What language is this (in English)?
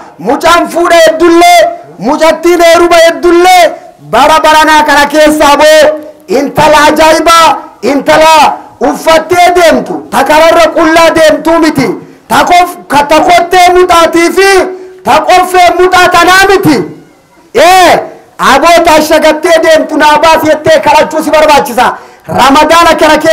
Oromo